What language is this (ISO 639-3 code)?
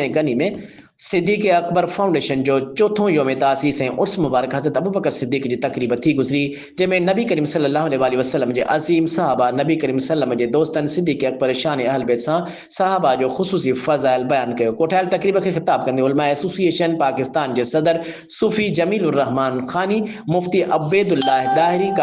snd